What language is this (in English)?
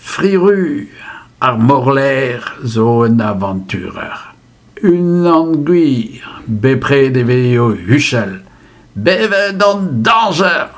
Breton